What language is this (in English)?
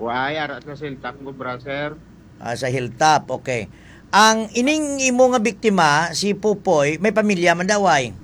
Hiligaynon